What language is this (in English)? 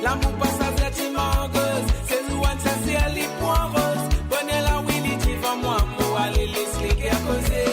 Morisyen